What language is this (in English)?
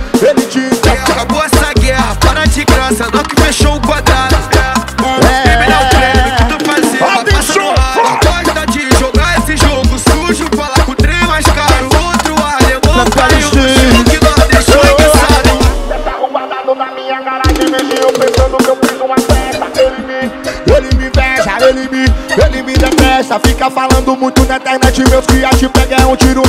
Portuguese